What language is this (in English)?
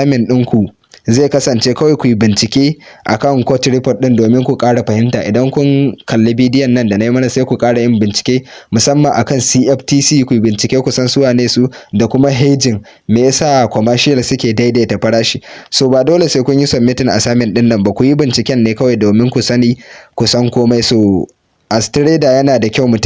Hausa